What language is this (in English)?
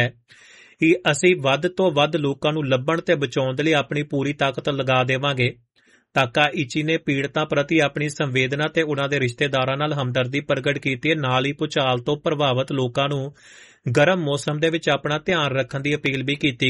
Punjabi